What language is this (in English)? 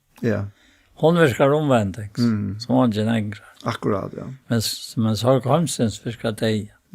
Faroese